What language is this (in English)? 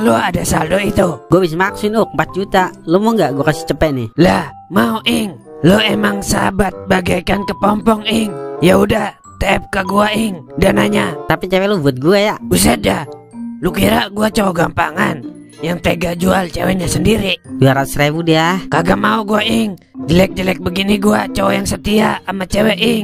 Betawi